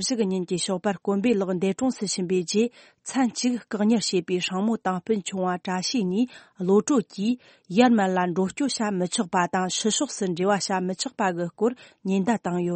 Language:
Tibetan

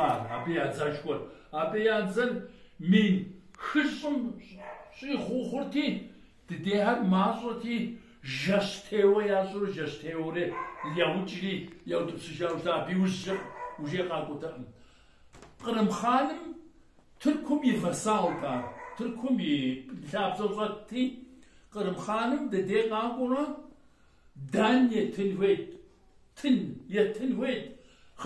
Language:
Kabardian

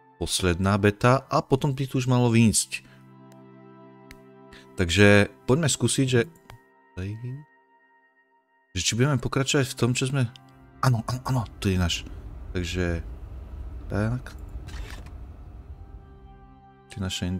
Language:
Slovak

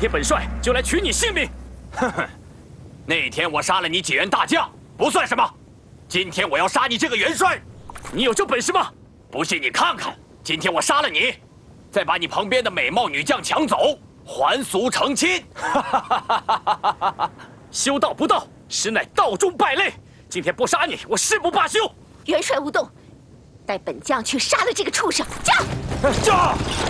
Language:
Chinese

